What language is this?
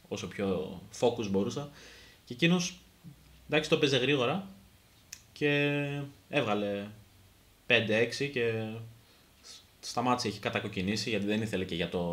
Greek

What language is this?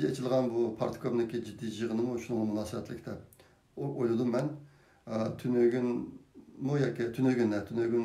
Uyghur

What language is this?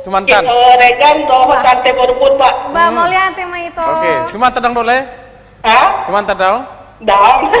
Batak Toba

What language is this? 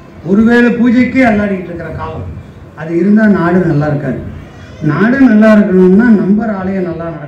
Tamil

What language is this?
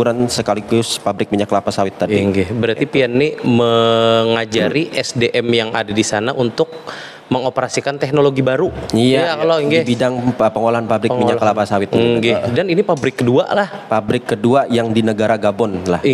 Banjar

